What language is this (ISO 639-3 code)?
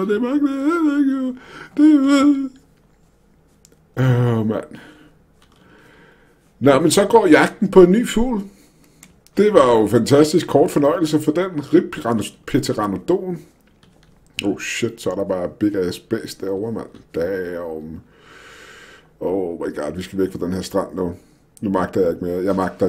dan